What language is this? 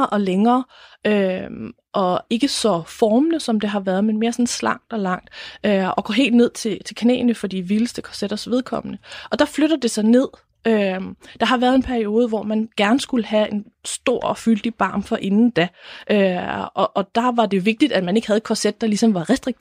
Danish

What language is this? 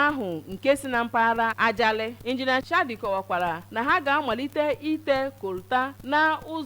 Igbo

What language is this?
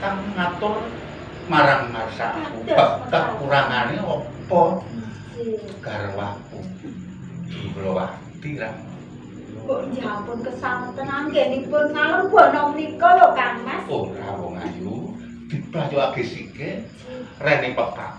Javanese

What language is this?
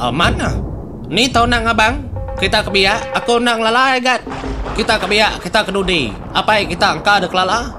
Iban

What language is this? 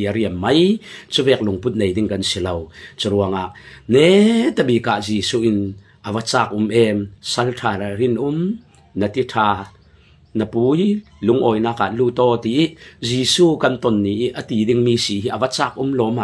Falam Chin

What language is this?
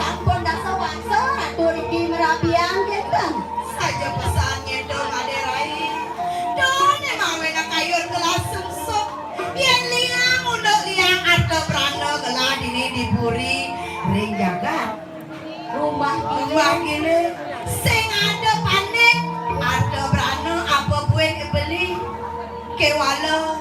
Balinese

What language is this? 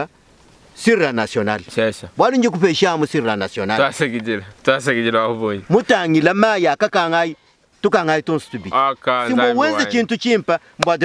Luba-Lulua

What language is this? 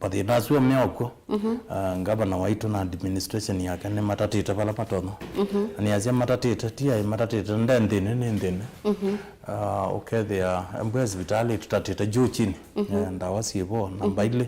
Kamba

